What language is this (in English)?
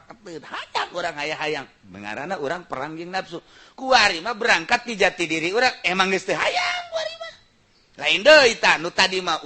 Sundanese